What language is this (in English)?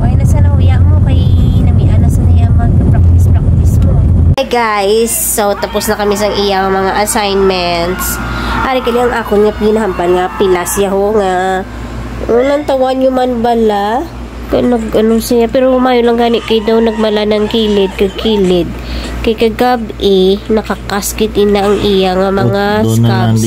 Hiligaynon